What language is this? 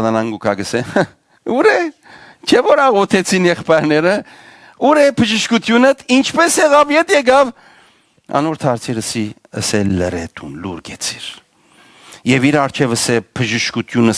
Western Armenian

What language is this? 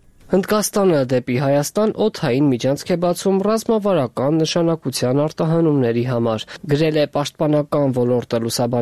Armenian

